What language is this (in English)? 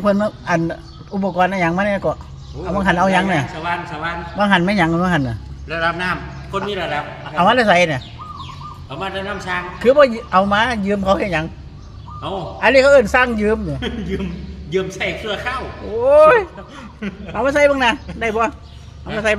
Lao